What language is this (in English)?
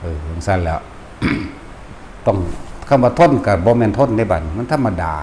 Lao